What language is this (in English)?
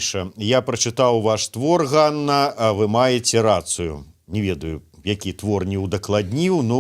Belarusian